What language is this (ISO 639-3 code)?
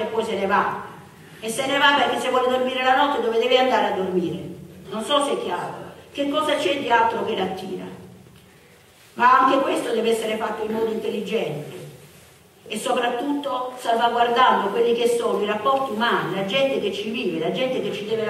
ita